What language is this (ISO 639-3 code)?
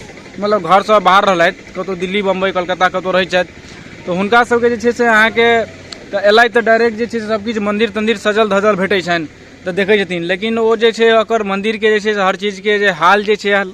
mai